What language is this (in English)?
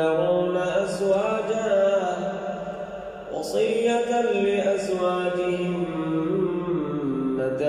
Arabic